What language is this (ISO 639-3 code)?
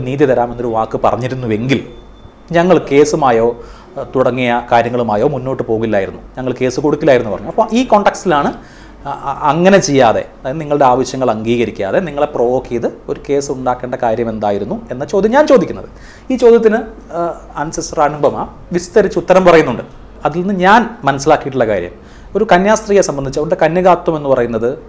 mal